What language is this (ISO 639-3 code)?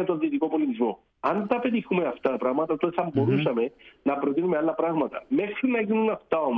ell